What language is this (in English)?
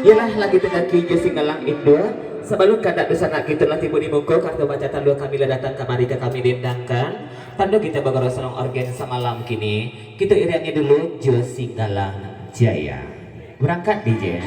Minangkabau